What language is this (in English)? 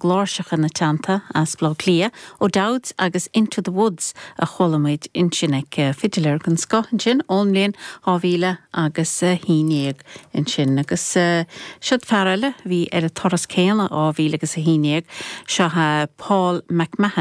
Irish